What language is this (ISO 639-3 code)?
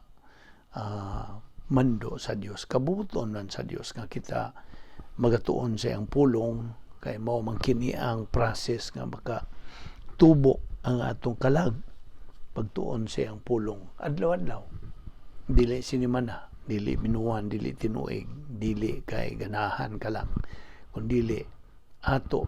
ceb